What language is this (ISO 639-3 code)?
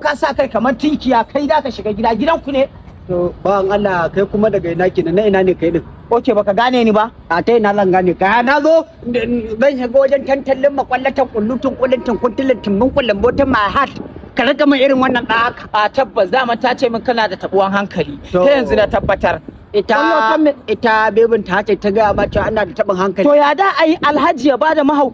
hau